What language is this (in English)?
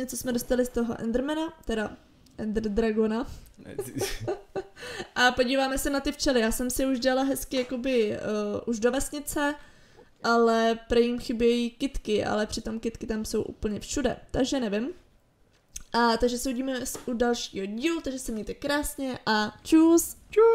Czech